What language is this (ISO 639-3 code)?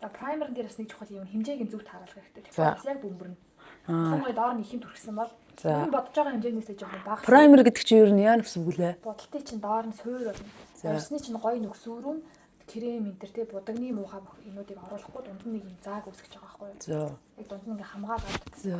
mon